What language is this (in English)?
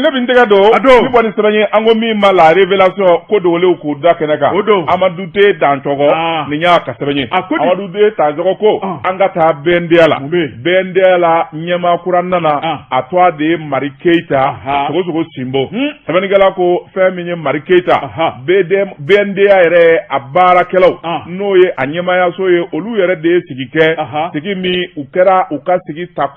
Bambara